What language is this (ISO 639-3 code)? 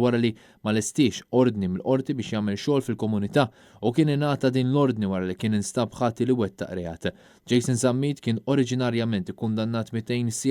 mlt